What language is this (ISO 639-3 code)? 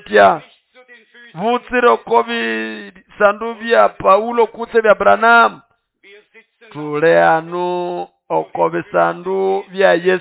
nnb